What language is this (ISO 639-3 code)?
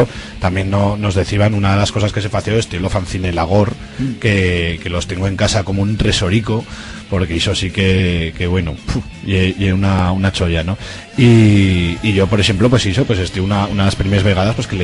arg